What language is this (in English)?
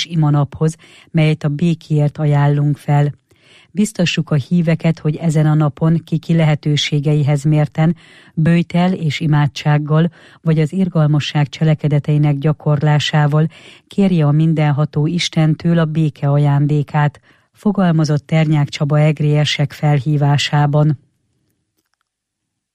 Hungarian